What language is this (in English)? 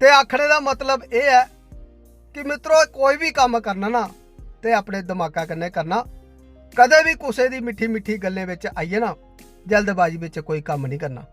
Dogri